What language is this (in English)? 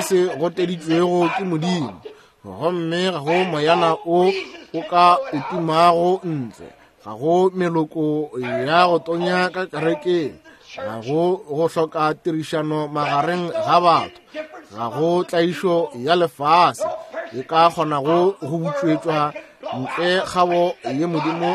Northern Sotho